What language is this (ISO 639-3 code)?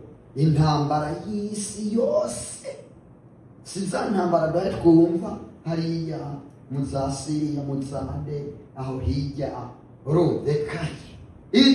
run